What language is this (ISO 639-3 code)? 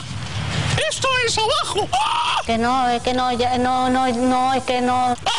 cat